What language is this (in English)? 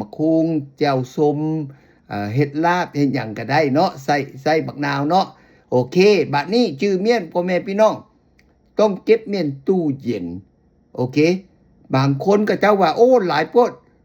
Lao